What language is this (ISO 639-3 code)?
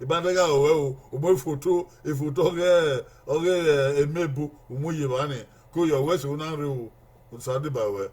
bin